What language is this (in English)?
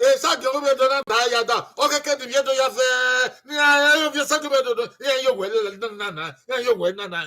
Bini